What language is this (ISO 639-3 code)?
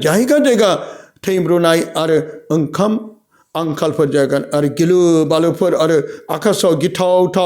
brx